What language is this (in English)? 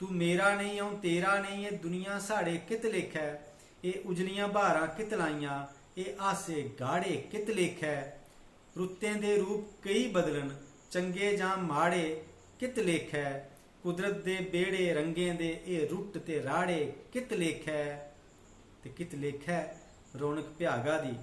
Dogri